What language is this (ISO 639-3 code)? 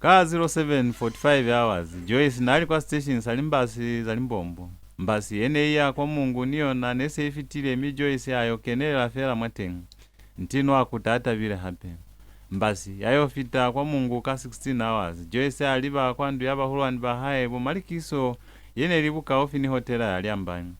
loz